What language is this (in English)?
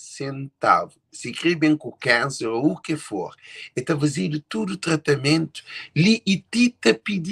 Kabuverdianu